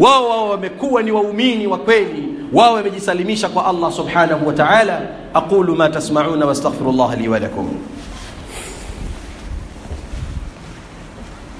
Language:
Swahili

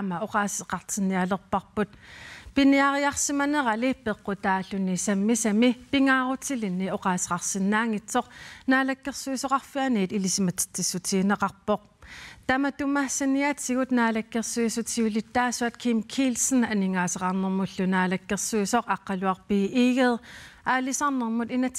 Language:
Kalaallisut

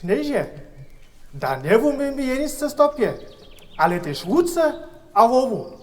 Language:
Upper Sorbian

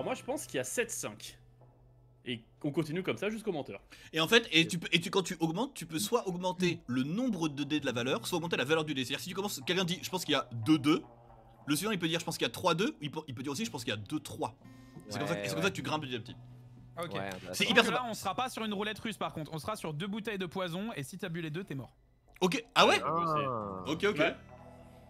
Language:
French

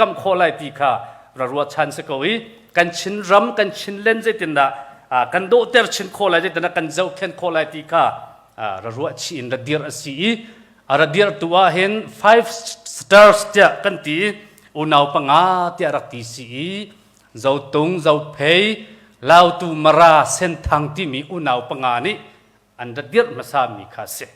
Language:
Hakha Chin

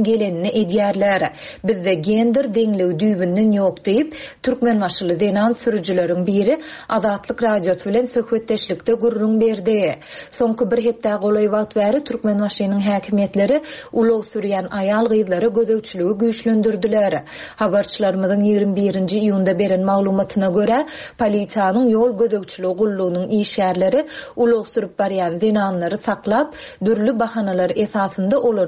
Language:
Turkmen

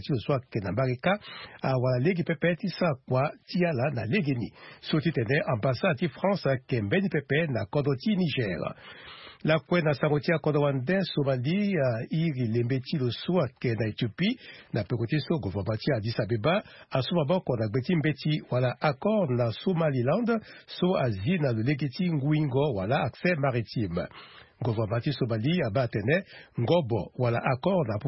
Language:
Sango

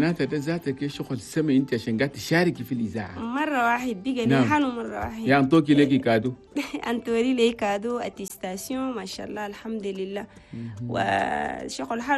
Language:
Chadian Arabic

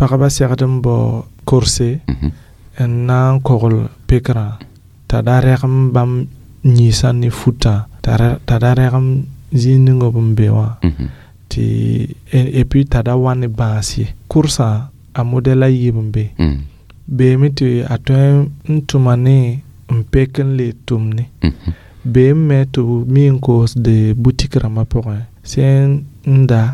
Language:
Mossi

